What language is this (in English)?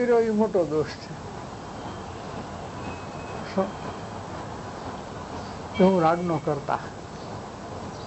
Gujarati